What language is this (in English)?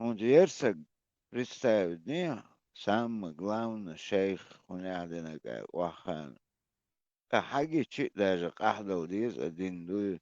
Chechen